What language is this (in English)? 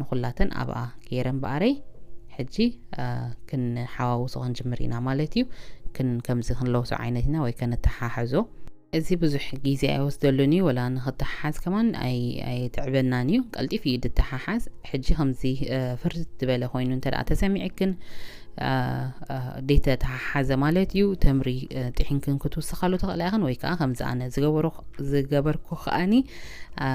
Tigrinya